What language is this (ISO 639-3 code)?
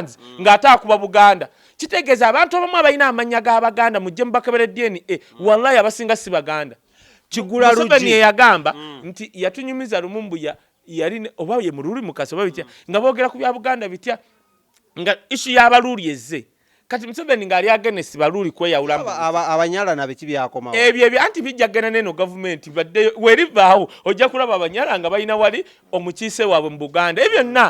lug